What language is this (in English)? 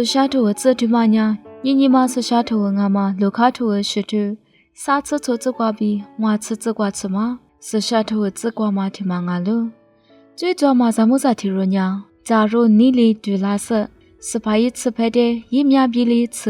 Lisu